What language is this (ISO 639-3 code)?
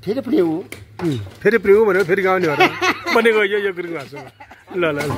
nep